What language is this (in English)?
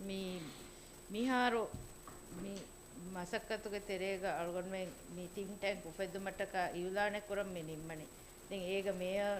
Divehi